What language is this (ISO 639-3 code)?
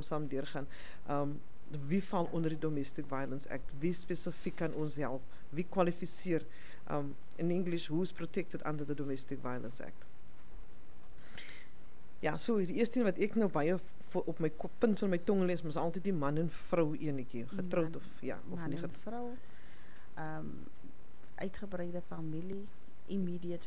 afr